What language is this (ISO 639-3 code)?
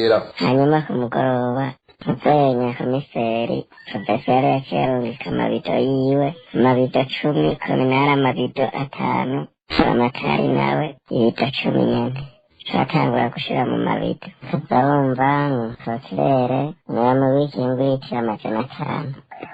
run